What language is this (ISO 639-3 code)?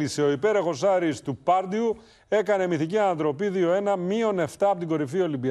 ell